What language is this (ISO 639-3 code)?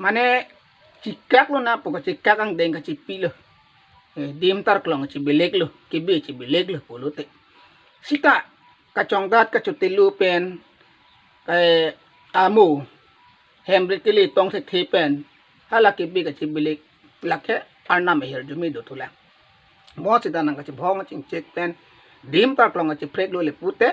mjw